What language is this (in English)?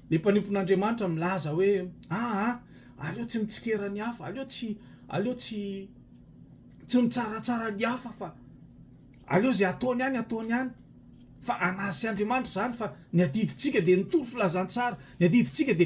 Malagasy